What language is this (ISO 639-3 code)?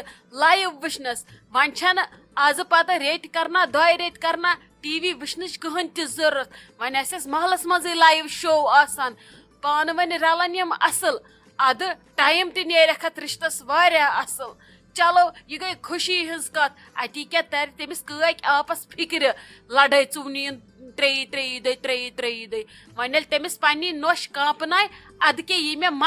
kas